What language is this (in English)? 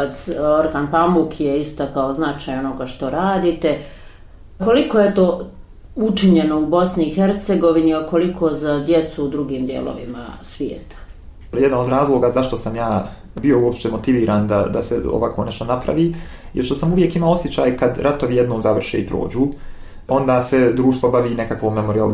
Bosnian